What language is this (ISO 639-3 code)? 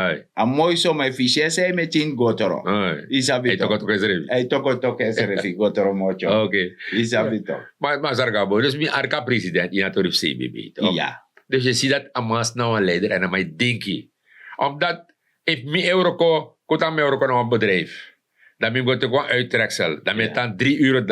srn